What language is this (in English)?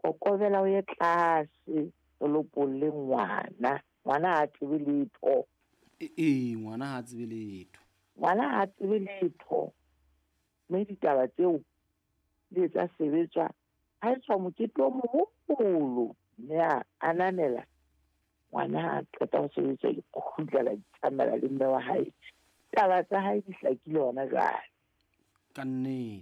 Southern Sotho